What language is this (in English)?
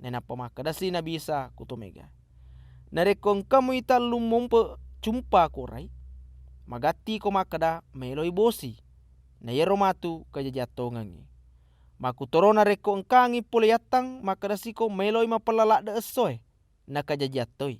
Buginese